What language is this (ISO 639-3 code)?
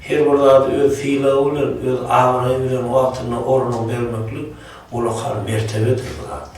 tuk